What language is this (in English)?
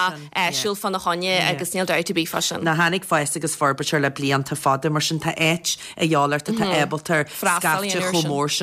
Irish